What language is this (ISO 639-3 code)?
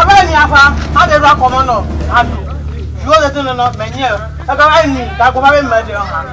ewe